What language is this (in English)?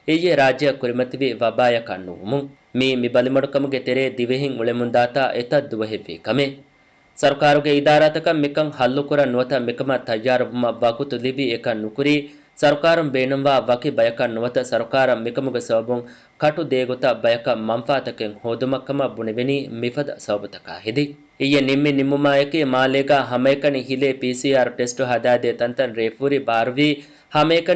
Divehi